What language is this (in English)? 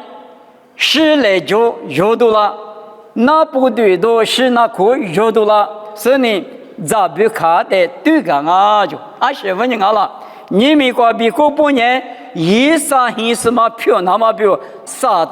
Lisu